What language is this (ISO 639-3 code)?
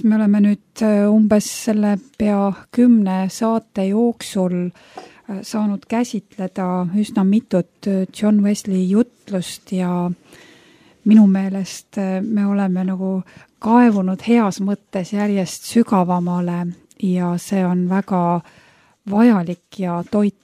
est